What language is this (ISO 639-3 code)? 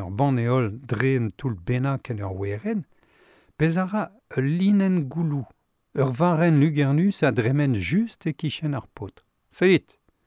bre